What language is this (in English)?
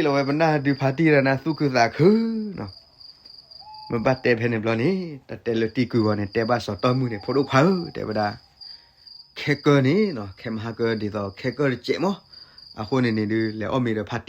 S'gaw Karen